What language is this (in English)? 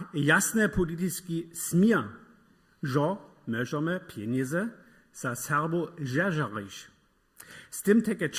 Upper Sorbian